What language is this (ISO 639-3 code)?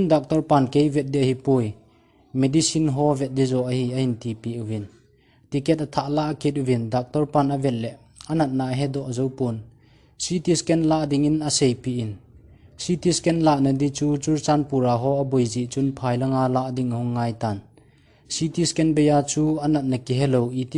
tcz